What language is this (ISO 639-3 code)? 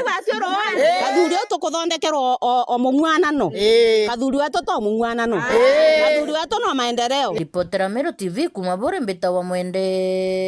mer